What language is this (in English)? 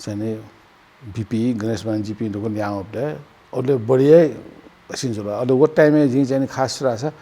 Newari